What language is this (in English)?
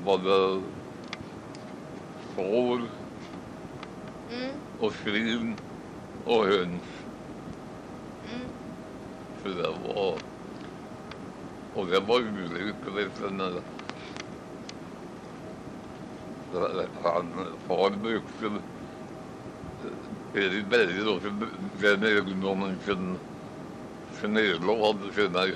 Swedish